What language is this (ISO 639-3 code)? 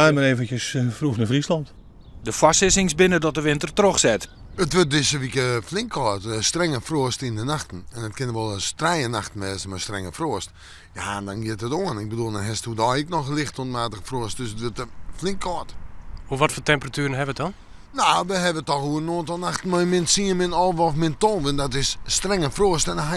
fry